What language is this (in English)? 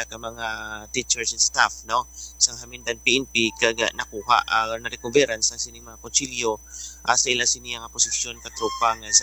Hiligaynon